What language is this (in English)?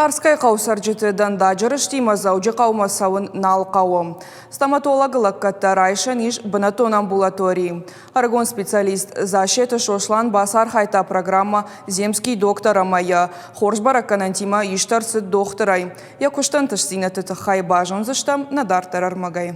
Ossetic